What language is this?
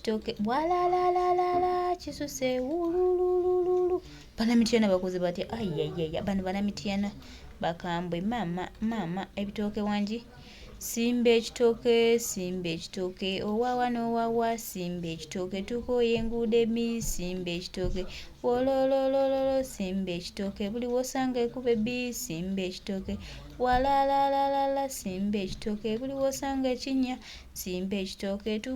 Ganda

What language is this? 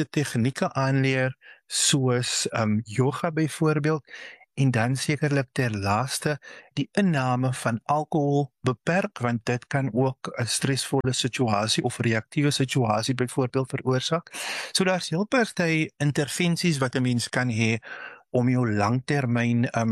Afrikaans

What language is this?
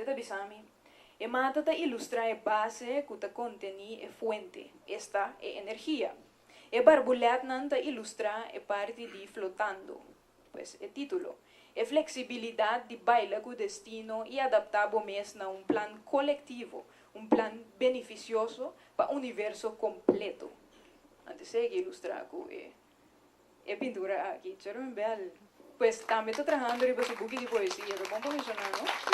Papiamento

